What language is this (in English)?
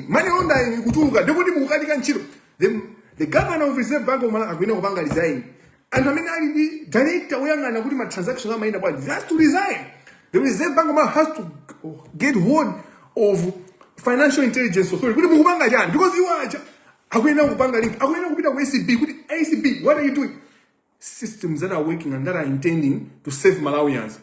Nyanja